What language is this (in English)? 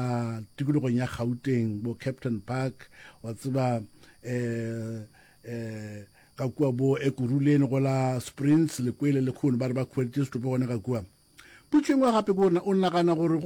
Northern Sotho